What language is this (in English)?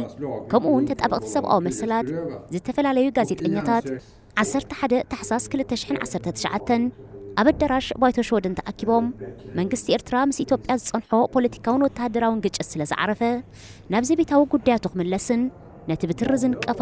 Tigrinya